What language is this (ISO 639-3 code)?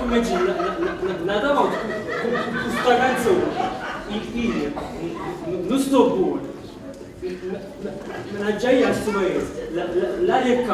nap